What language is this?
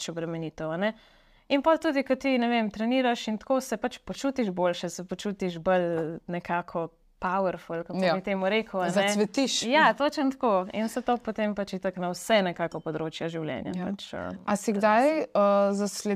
Slovenian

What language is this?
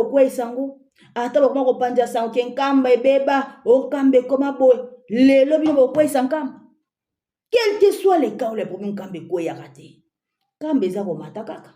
Lingala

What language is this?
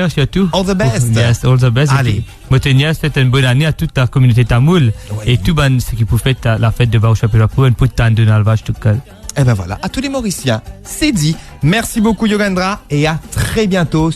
Morisyen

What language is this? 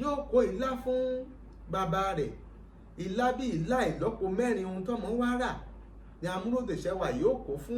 Yoruba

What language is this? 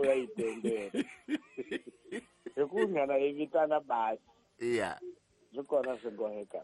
Tsonga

